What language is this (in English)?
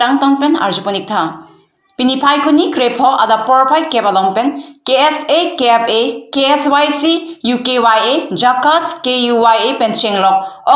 Karbi